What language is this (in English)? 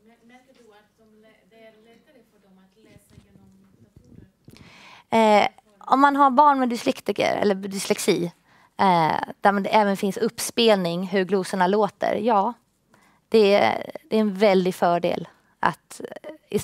Swedish